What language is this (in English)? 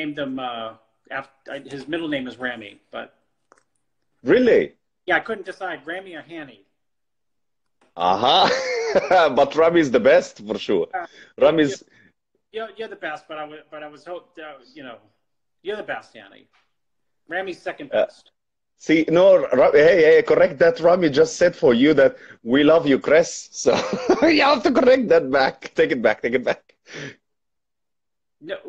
English